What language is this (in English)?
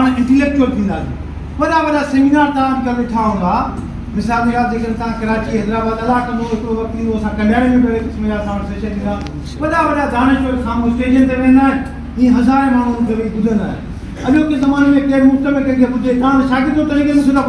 Sindhi